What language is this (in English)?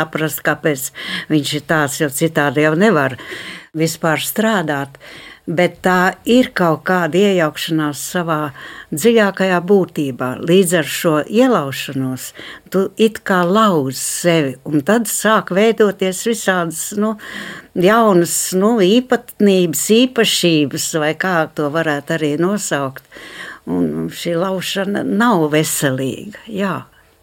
Latvian